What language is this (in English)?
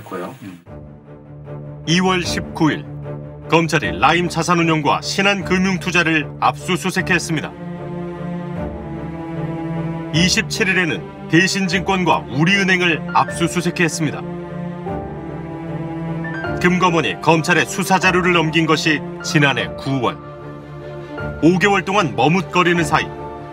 Korean